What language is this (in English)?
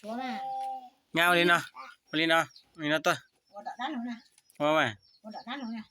Hmong